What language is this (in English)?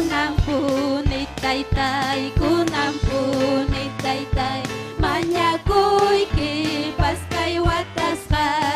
Ayacucho Quechua